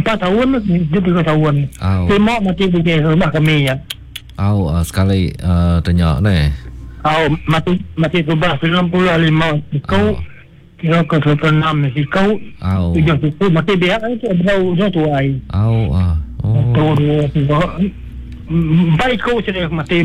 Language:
Iban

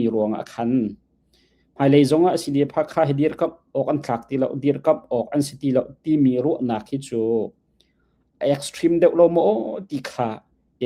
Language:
Hakha Chin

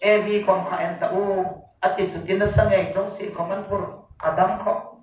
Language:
Hmar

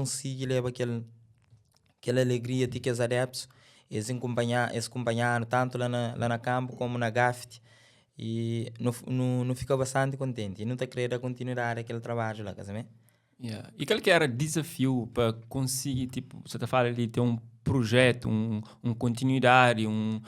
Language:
Kabuverdianu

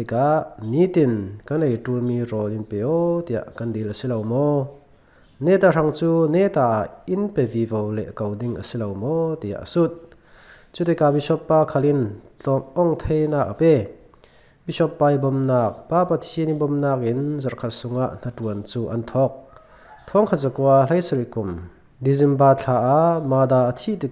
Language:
Falam Chin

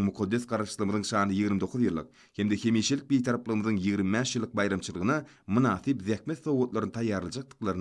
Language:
Turkmen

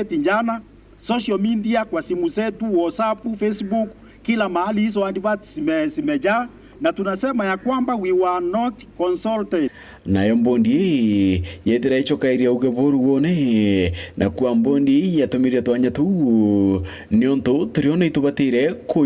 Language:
Meru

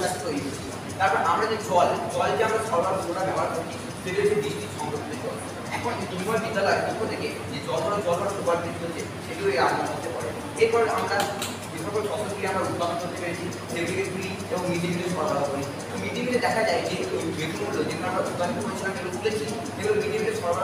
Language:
Bangla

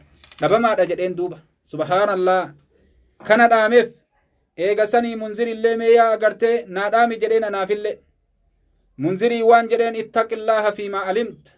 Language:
Oromo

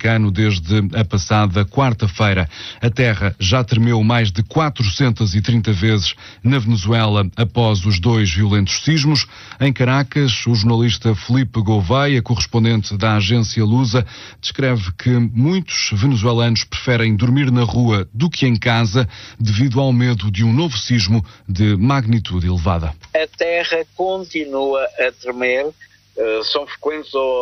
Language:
Portuguese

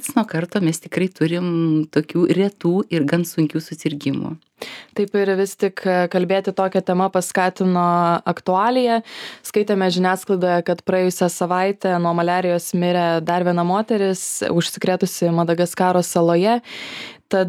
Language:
Lithuanian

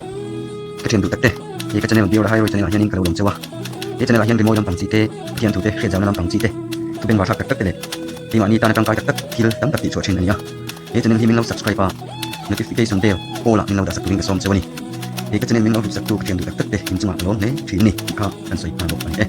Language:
Mizo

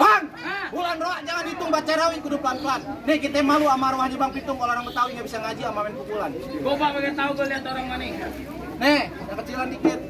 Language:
Betawi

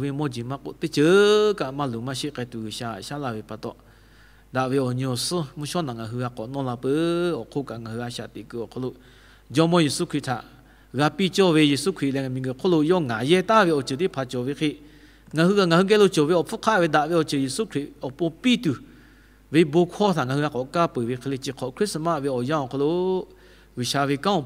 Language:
Lahu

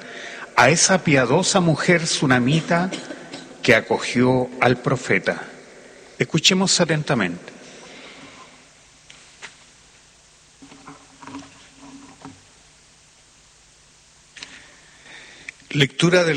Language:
Spanish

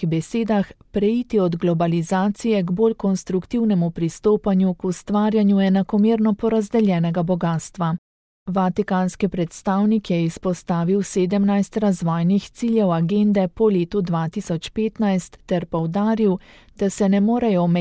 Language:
Slovenian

